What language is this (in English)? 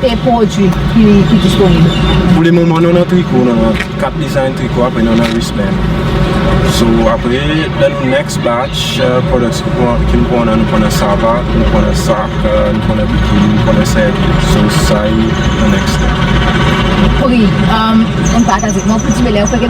Seselwa Creole French